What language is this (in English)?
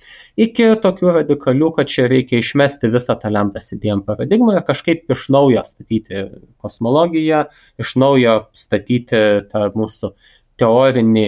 Lithuanian